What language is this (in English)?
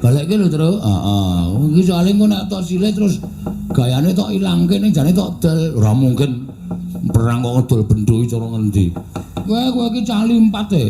Javanese